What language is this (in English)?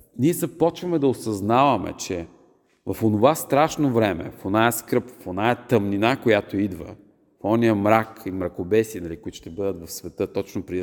Bulgarian